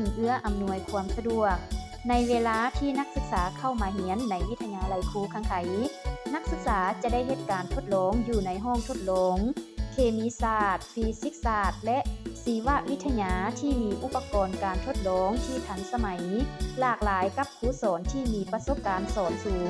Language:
Lao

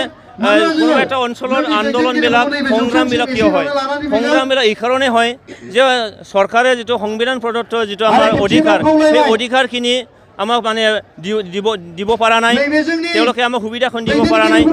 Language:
Assamese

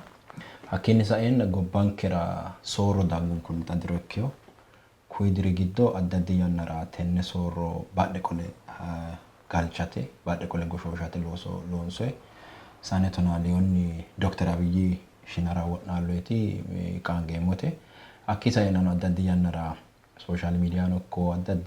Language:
Sidamo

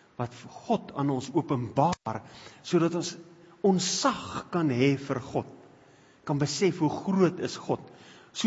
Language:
Afrikaans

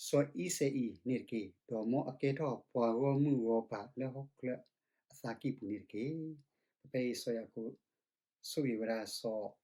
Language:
S'gaw Karen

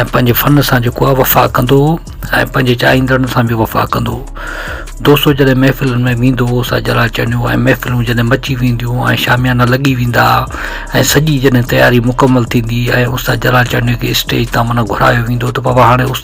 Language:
Sindhi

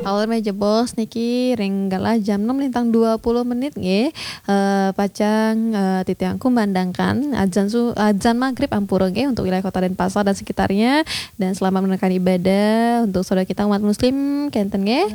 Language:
Balinese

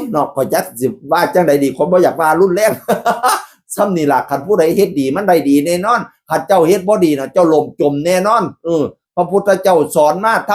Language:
Northeastern Thai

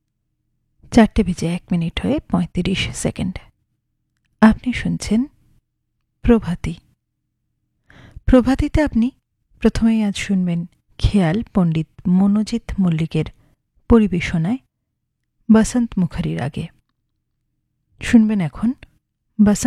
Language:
Bangla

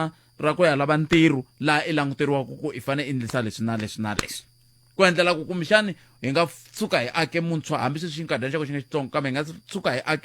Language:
Tsonga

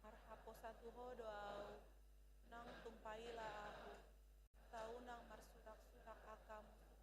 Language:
Batak Toba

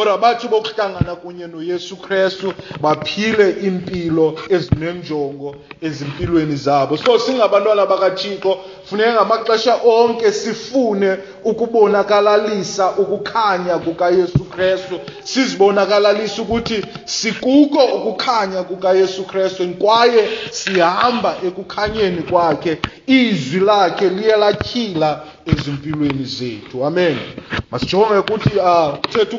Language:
Xhosa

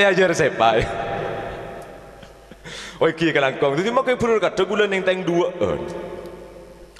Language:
Madurese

